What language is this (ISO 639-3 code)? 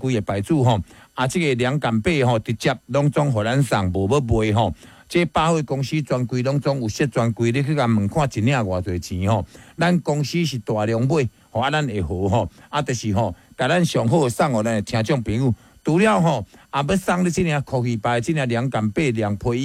nan